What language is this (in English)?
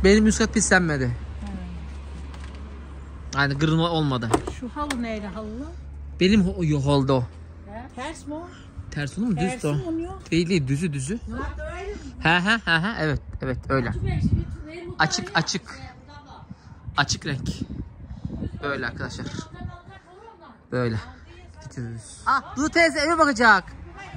Turkish